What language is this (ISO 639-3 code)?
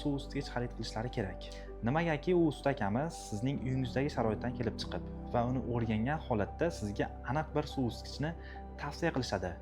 uzb